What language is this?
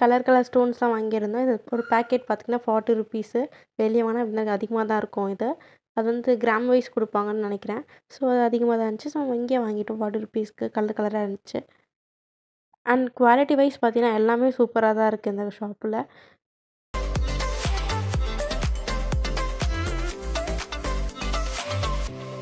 Tamil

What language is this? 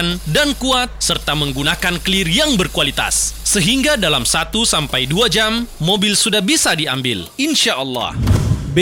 Indonesian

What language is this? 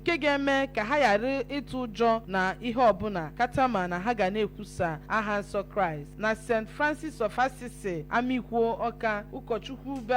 Igbo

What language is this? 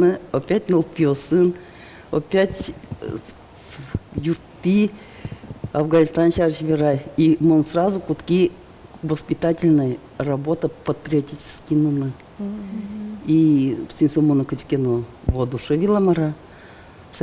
Udmurt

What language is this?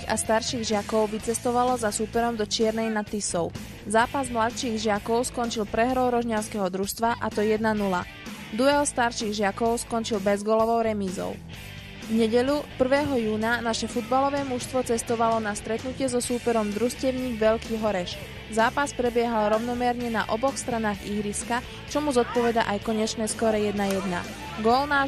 Slovak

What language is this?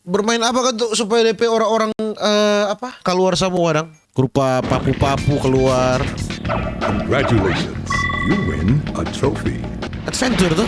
Manado Malay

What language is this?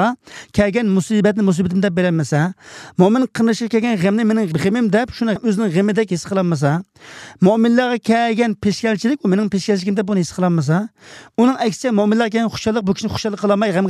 Uyghur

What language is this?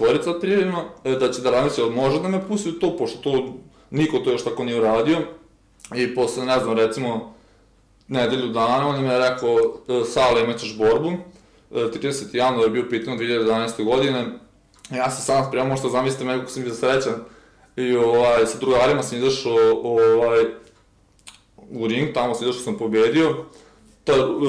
Serbian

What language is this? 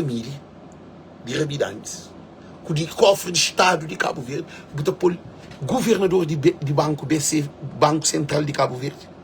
Kabuverdianu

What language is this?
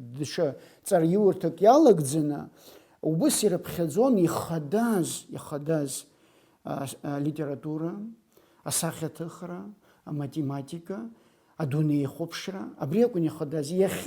Abkhazian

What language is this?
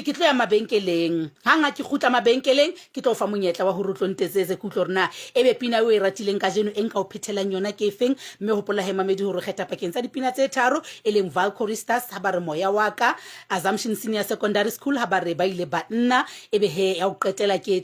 Southern Sotho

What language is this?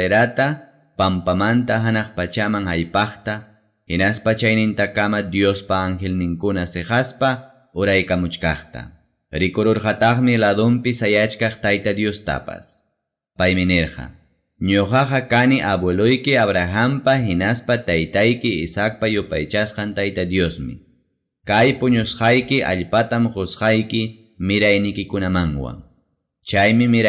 Ayacucho Quechua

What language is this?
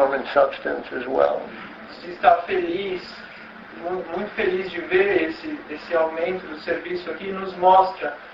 Portuguese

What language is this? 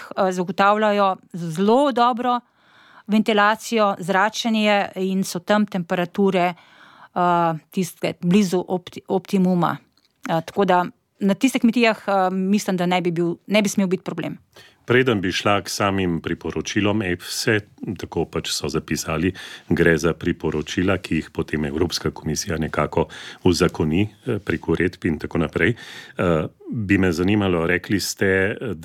Slovenian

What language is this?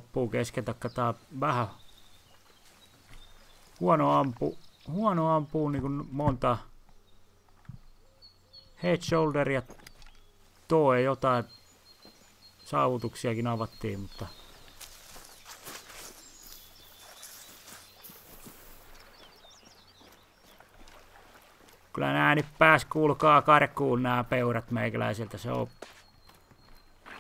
Finnish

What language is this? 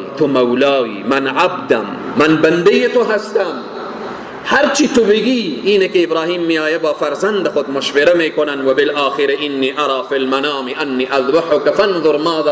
Persian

